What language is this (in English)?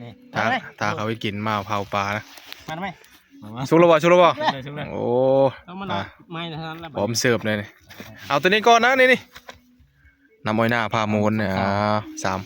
Northeastern Thai